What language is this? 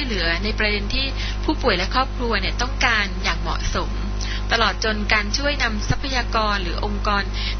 Thai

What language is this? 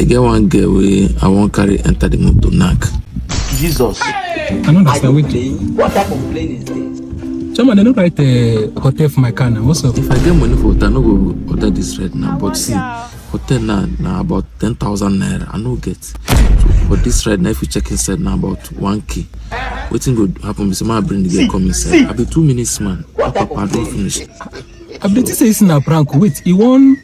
Nigerian Pidgin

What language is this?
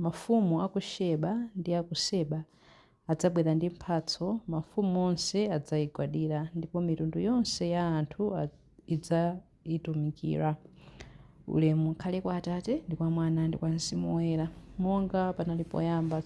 Nyanja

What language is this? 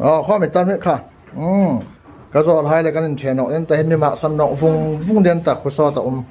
Hmar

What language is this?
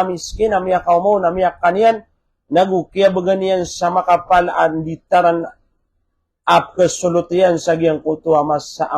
Maranao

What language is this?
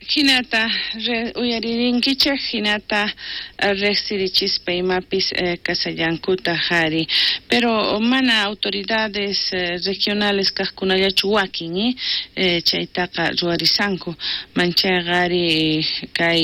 South Bolivian Quechua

